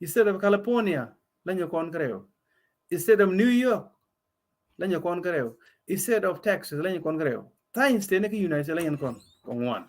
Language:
Nuer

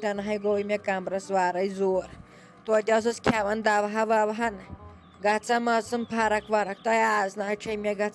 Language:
Kashmiri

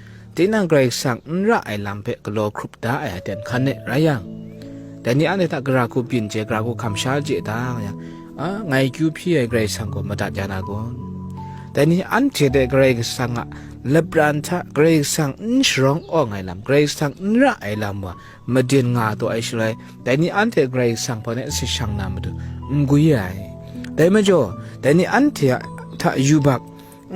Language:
Kachin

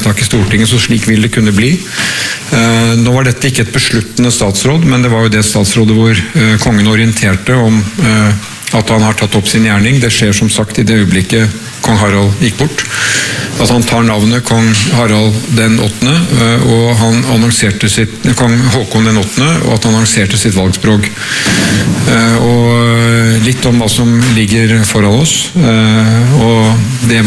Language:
Norwegian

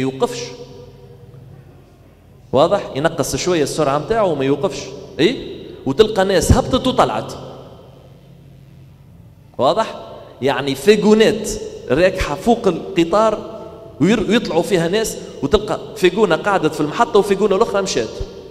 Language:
Tunisian Arabic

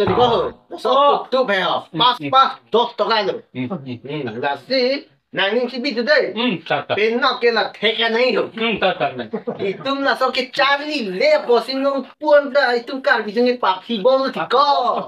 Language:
Karbi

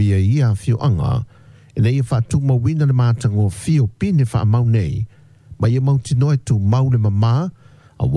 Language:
Samoan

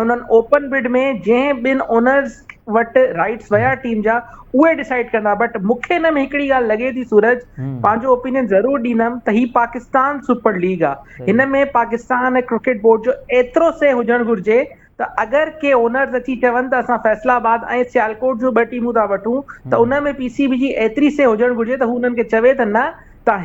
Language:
Sindhi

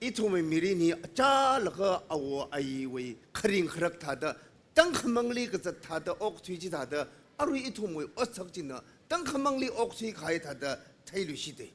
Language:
Tangkhul Naga (India)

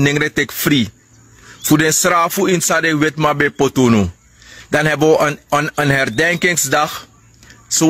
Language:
Sranan Tongo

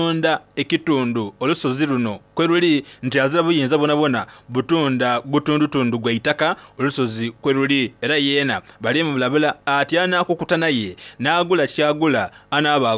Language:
Soga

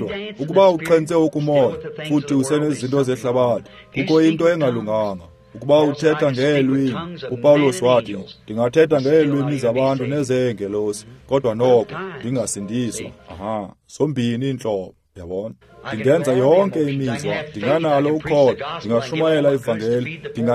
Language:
Xhosa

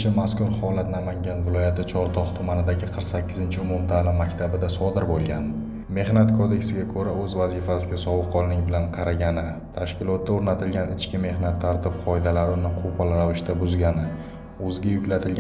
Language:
Uzbek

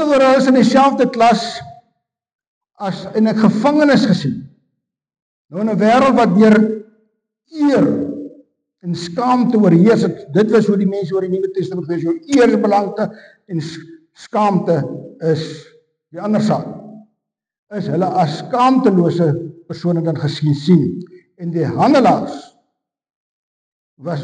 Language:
Afrikaans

